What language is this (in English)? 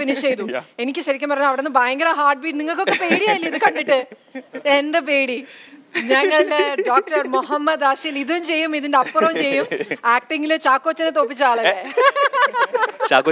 Malayalam